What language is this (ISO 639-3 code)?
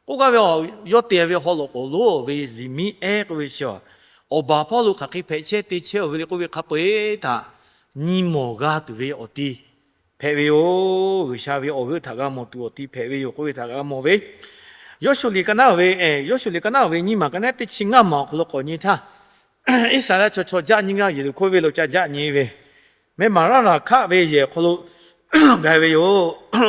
lhu